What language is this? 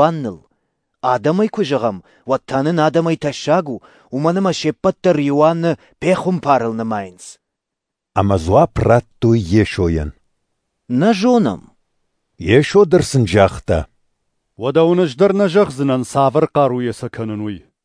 Ossetic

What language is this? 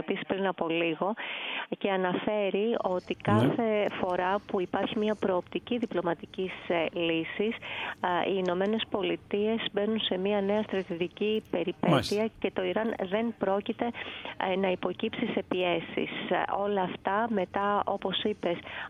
Greek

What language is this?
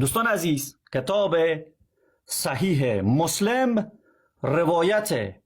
Persian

